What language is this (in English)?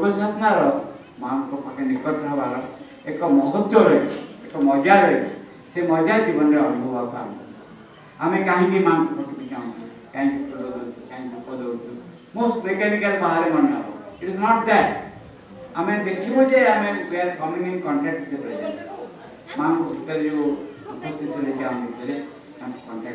Odia